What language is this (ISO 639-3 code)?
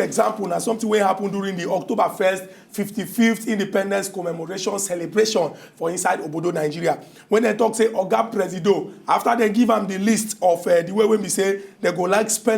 pcm